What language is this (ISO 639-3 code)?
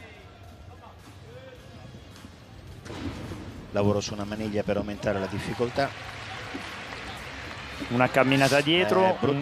ita